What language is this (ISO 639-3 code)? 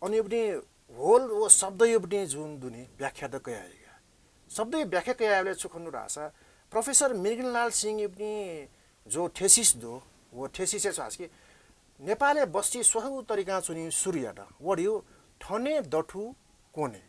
new